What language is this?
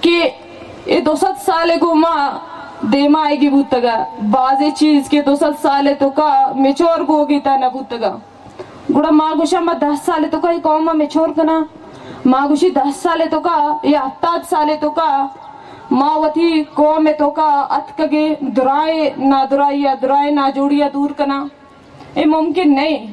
Baluchi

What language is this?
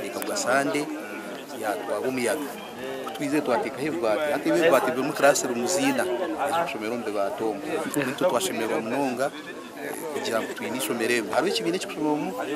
Nyankole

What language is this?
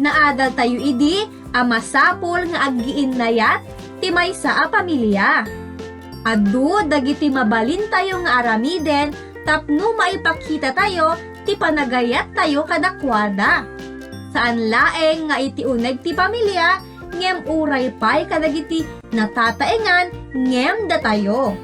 Iloko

